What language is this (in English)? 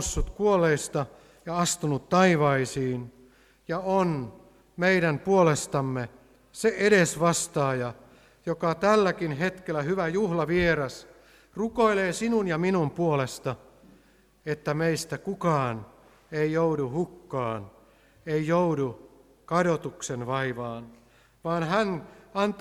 Finnish